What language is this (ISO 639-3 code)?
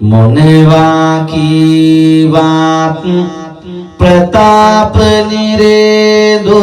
sin